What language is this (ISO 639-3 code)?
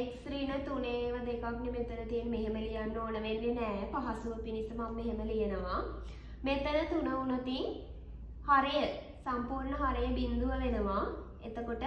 sin